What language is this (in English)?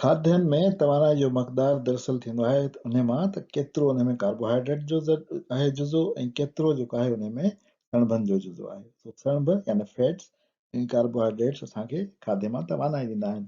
Sindhi